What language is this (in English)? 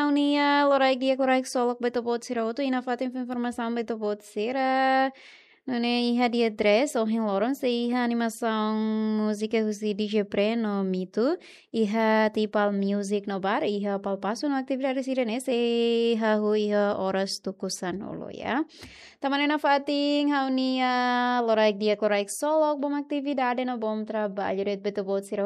Tetum